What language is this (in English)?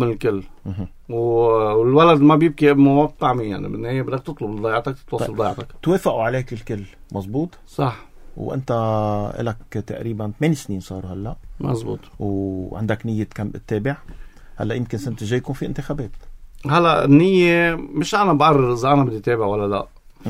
North Levantine Arabic